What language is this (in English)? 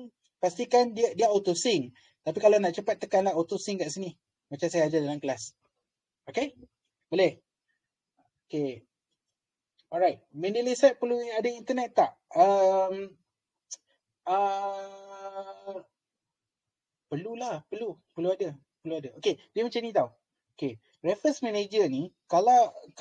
Malay